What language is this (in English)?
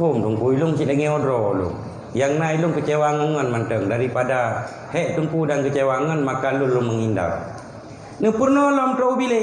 Achinese